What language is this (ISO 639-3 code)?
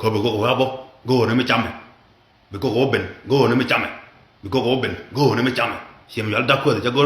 nus